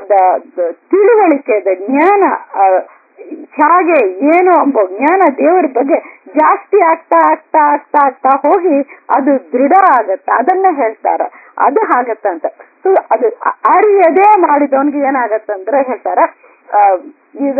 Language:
Kannada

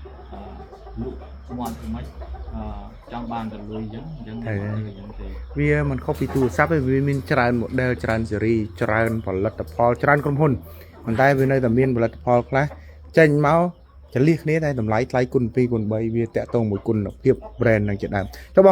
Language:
Khmer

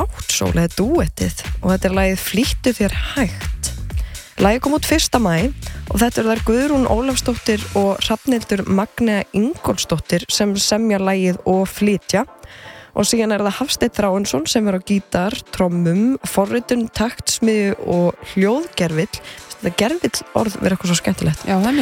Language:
Icelandic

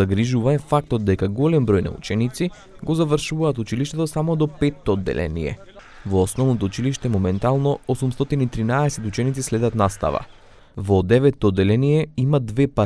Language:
Macedonian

